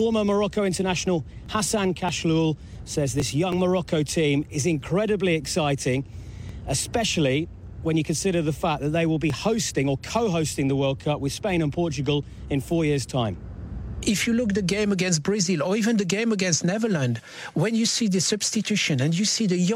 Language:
English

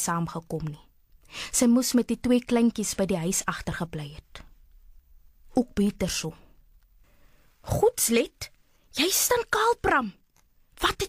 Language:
Afrikaans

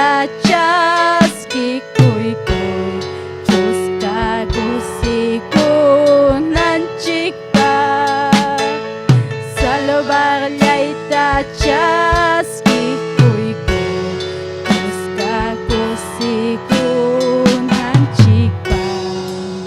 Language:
Ayacucho Quechua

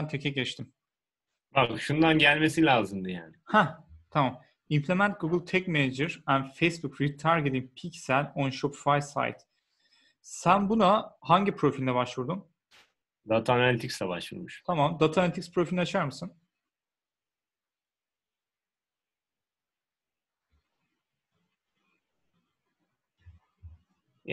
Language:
Turkish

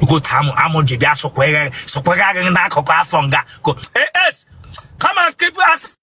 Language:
Igbo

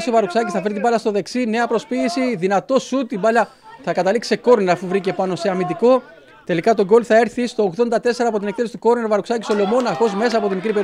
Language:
Greek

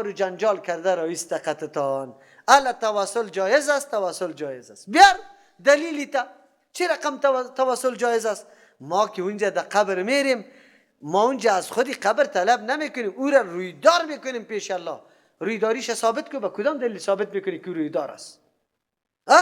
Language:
Persian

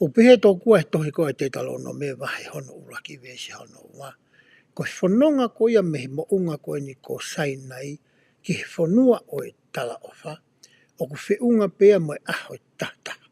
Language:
Tongan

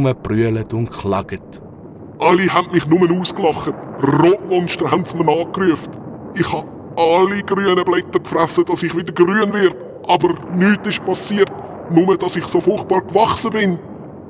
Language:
Swiss German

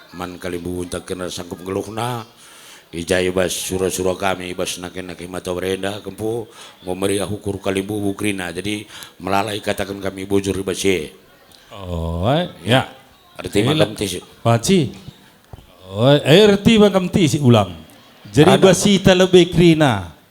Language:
Batak Karo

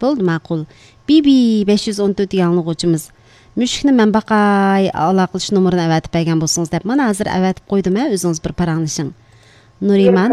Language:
Uyghur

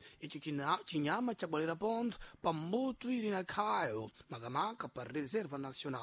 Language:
Sena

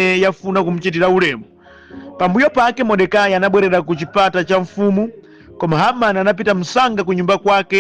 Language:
Nyanja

